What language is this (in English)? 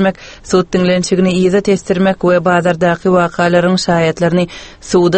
Turkmen